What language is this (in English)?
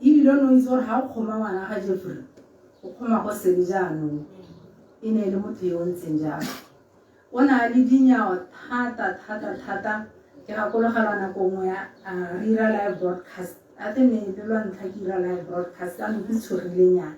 Tswana